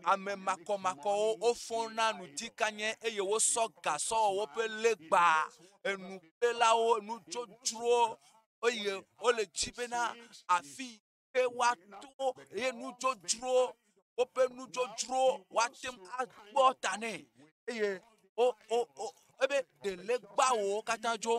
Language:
Ewe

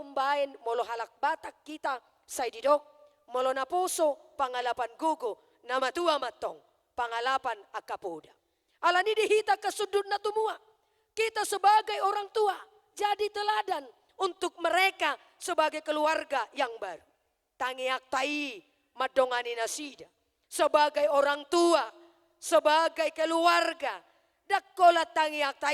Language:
Batak Toba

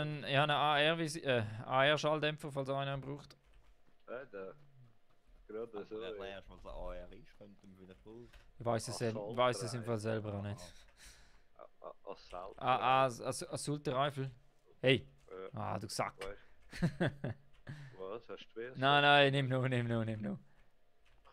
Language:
Swiss German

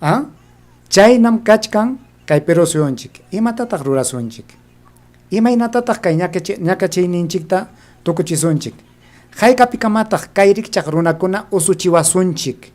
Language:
Ayacucho Quechua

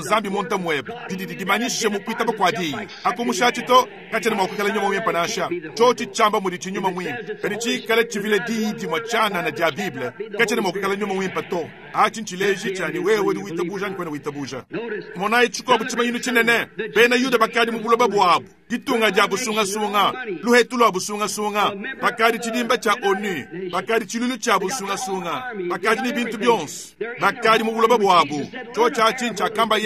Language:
Luba-Lulua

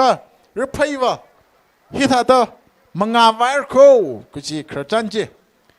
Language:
Tangkhul Naga (India)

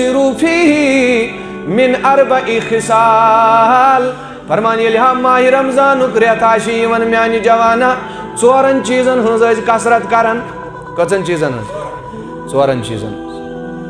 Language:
Kashmiri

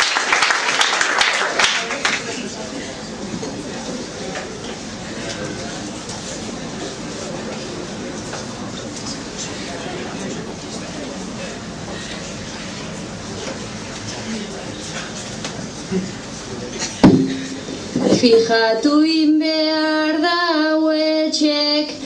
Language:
Basque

